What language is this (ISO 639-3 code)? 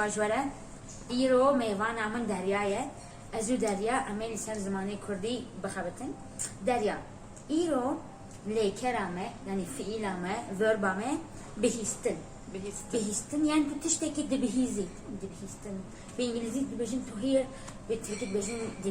kur